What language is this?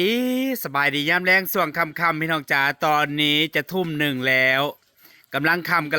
Northeastern Thai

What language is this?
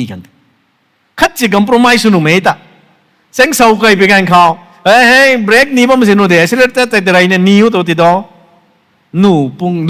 Rongmei Naga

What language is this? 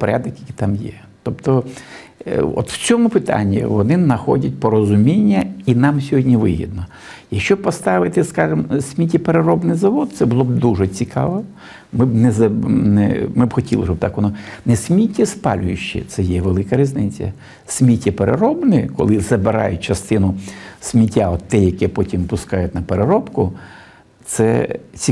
Ukrainian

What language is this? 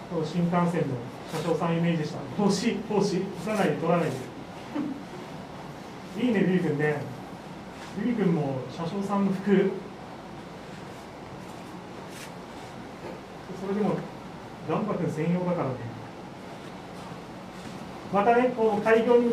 Japanese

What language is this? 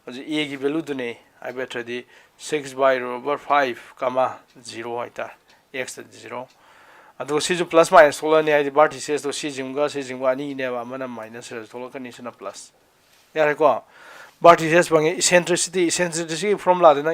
Manipuri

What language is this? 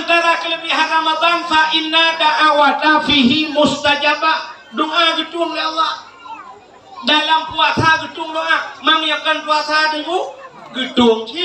Achinese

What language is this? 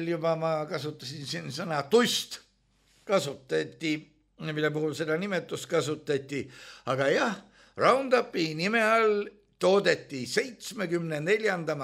Estonian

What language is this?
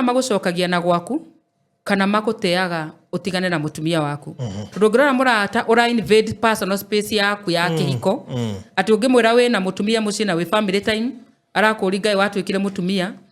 Kikuyu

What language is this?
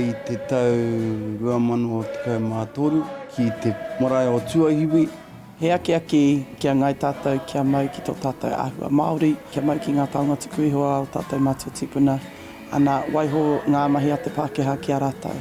Māori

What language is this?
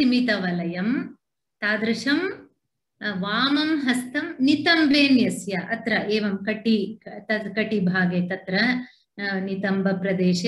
Sanskrit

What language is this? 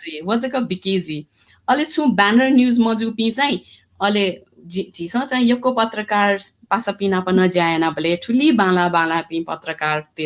Newari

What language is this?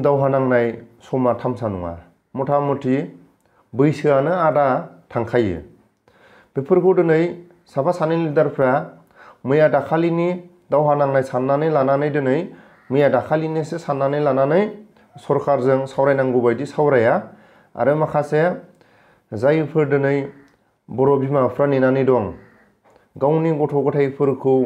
Bodo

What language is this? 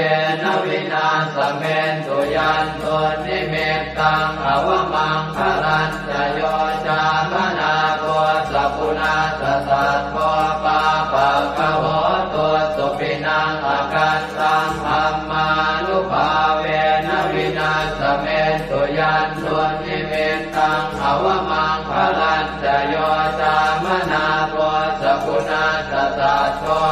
Pali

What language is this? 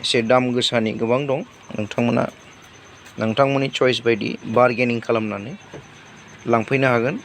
Bodo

